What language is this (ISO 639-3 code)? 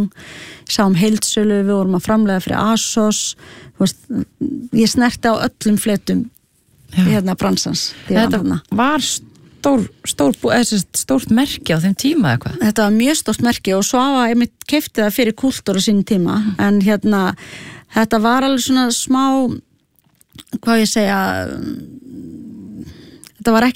isl